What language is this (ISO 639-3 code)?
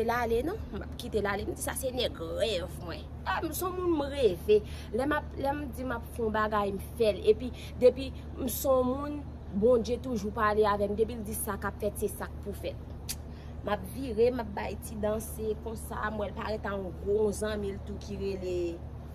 hat